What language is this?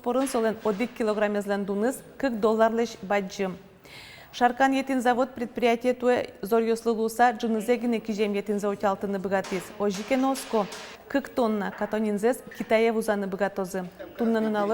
Udmurt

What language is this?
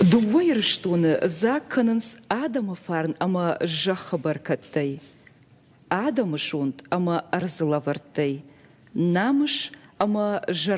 Ossetic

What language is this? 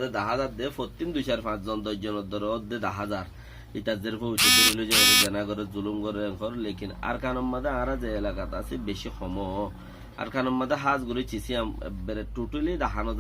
Rohingya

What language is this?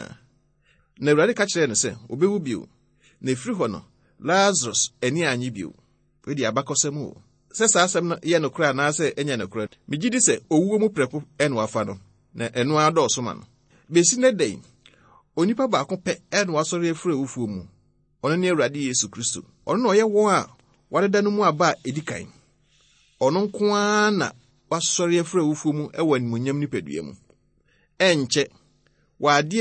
Akan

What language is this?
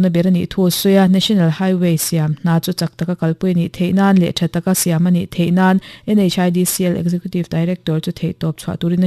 Mizo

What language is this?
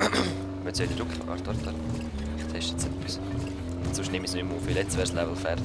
Swiss German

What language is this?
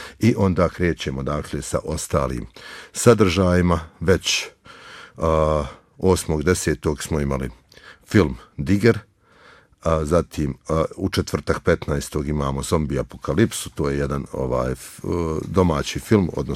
Bosnian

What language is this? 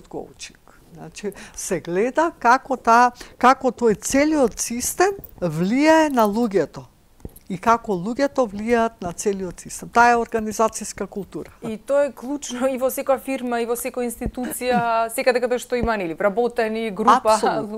Macedonian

